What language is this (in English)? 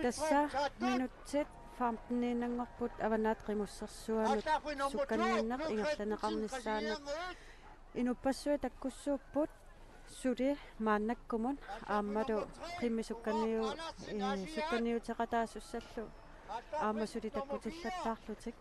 Kalaallisut